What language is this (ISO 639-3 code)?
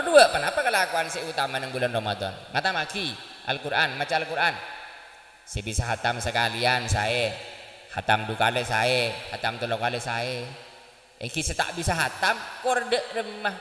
mad